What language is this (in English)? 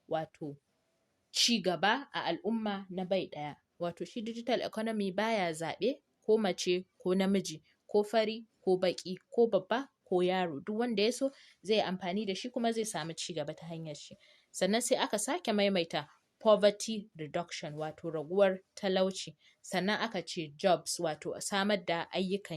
Hausa